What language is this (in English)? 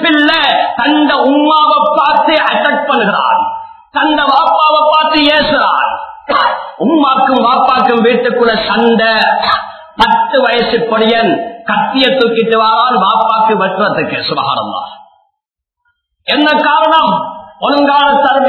Tamil